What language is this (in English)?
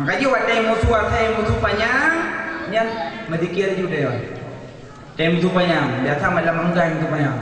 Achinese